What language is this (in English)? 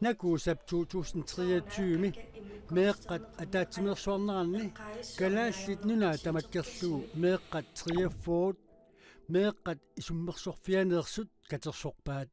Kalaallisut